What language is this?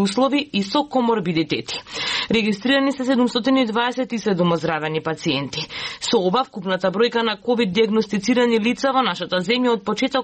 Macedonian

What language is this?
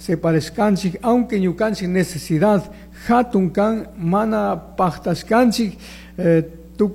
Chimborazo Highland Quichua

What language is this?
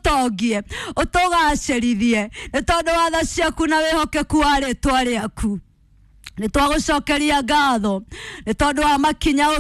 Kikuyu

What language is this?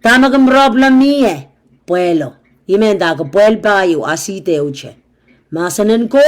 Pohnpeian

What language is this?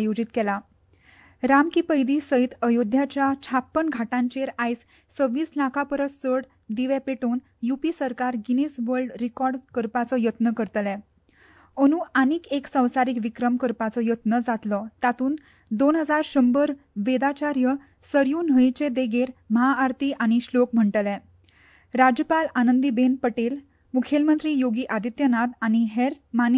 Konkani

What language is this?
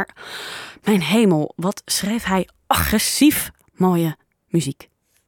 Dutch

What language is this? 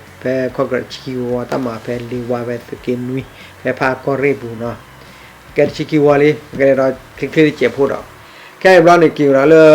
S'gaw Karen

